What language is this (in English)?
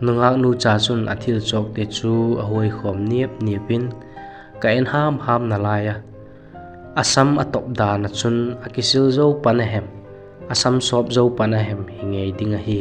Vaiphei